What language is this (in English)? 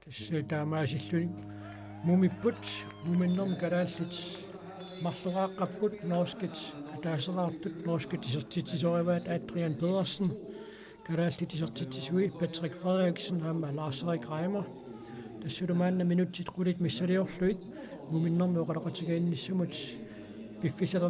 Kalaallisut